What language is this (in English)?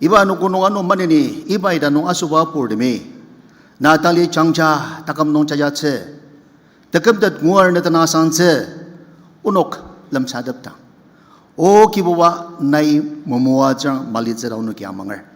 Ao Naga